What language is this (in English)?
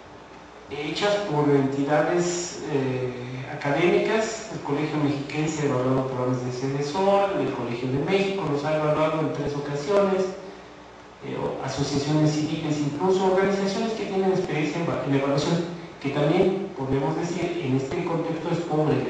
Spanish